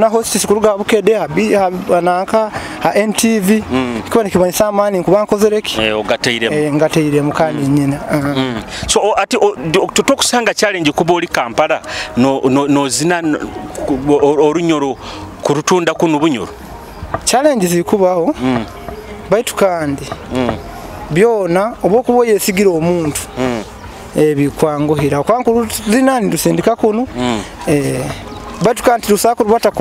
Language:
Nyoro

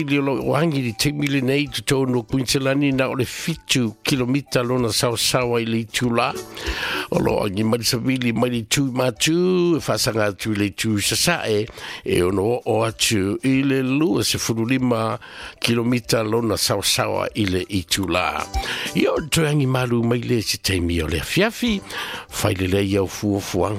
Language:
Samoan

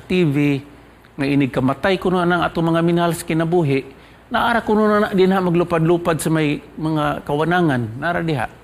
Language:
Cebuano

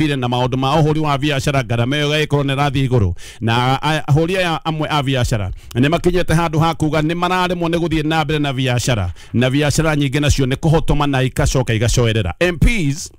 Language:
Kikuyu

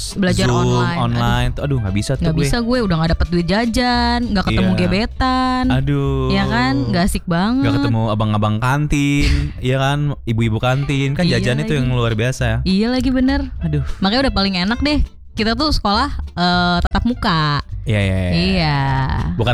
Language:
Indonesian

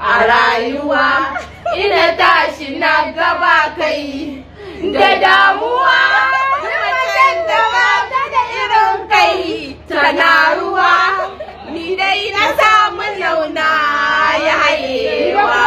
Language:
Hausa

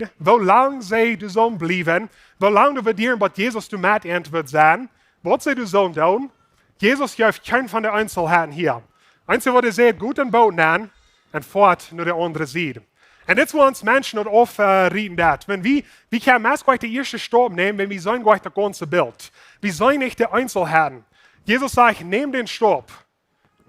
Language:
Plautdietsch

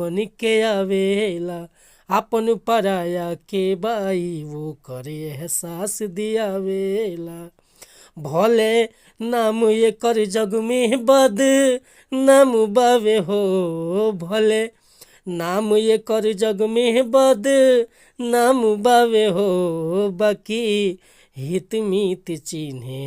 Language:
Bhojpuri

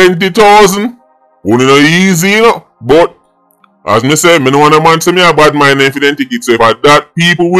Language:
Jamaican Creole English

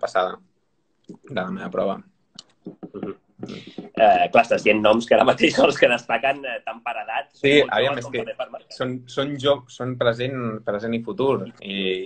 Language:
Catalan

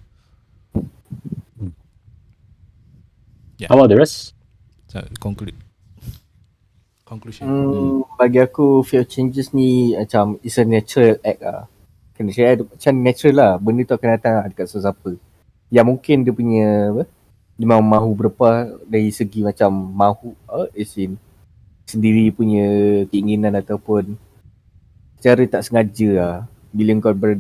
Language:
Malay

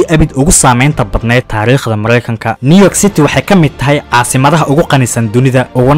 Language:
Somali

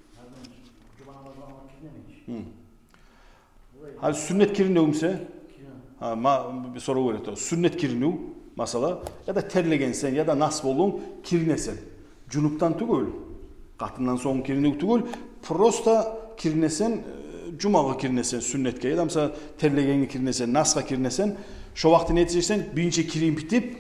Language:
Kumyk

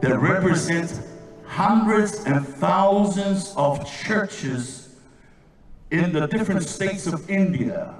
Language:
Samoan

